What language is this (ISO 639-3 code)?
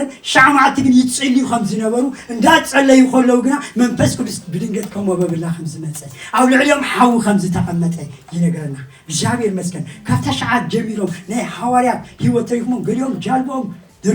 tir